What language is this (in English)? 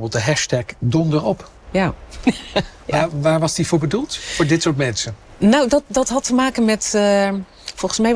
Dutch